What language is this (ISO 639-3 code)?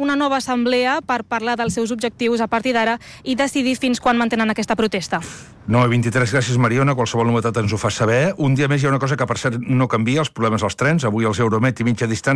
cat